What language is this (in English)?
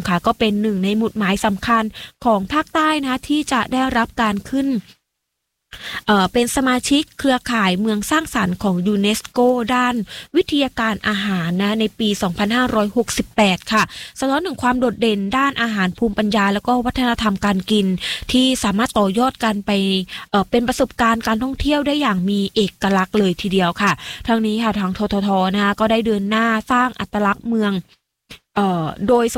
Thai